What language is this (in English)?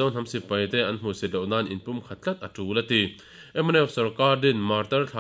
Mizo